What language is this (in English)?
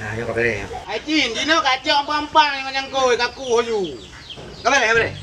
Achinese